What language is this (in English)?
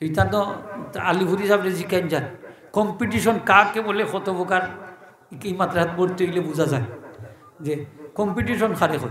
Sylheti